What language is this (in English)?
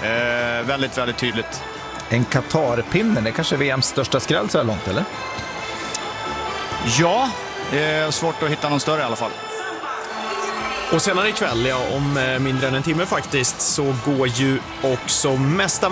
Swedish